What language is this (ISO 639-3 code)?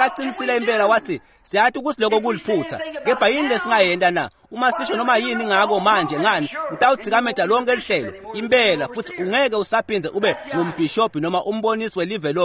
ssw